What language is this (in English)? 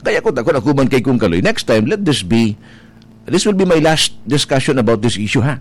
Bikol